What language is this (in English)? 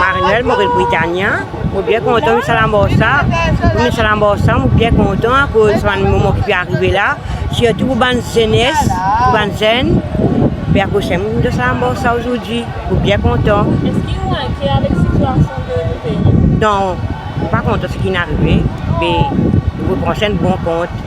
Morisyen